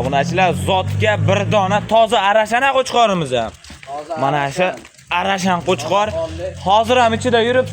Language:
Uzbek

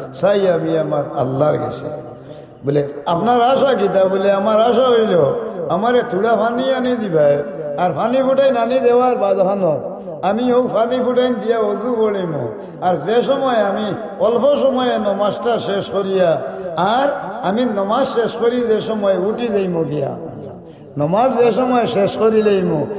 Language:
Sylheti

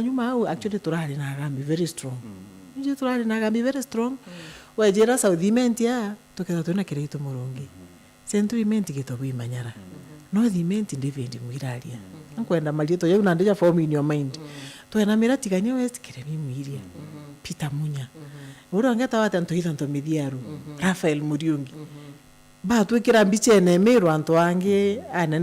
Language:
Meru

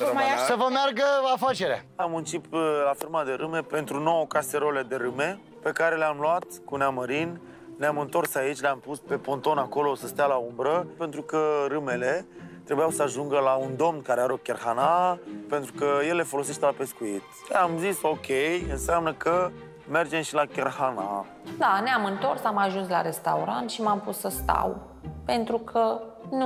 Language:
Romanian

